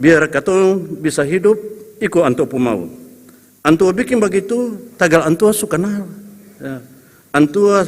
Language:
Ambonese Malay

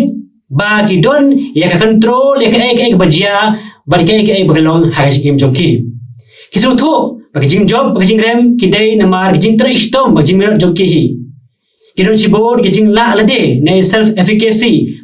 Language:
Khasi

